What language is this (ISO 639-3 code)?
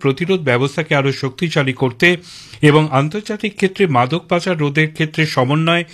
ben